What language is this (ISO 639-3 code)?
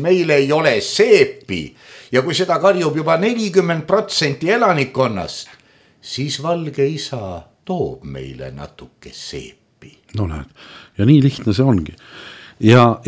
est